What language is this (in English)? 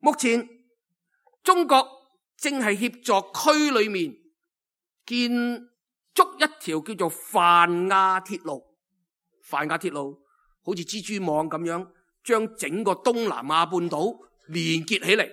Cantonese